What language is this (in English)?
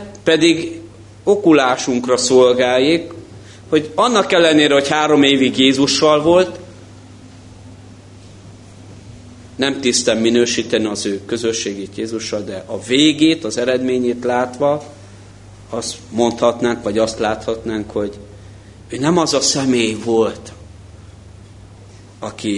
Hungarian